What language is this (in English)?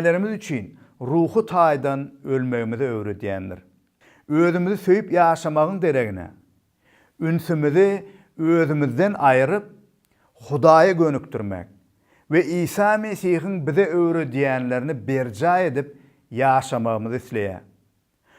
Turkmen